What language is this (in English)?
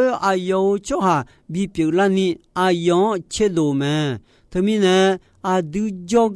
Akha